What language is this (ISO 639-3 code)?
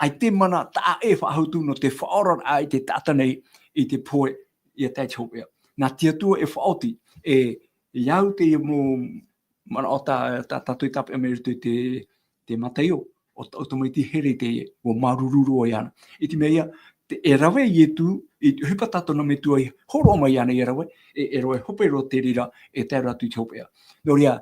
tah